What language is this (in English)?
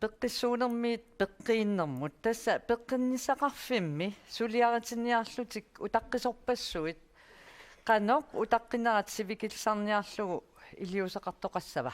Kalaallisut